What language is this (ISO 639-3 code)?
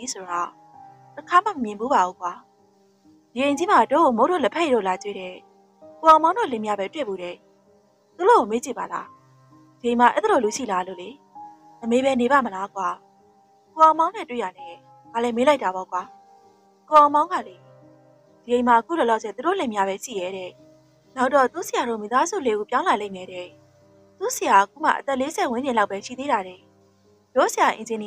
mya